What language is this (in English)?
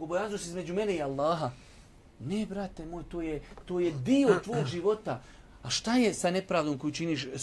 Bosnian